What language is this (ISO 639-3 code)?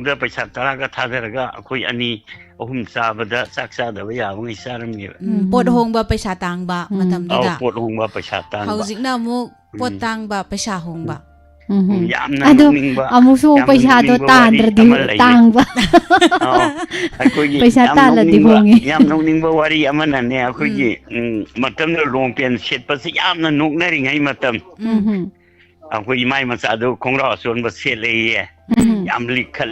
mni